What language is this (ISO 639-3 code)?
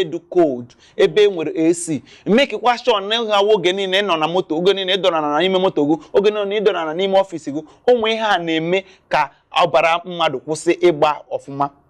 ibo